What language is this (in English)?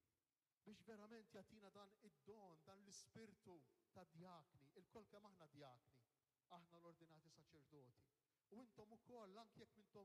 Maltese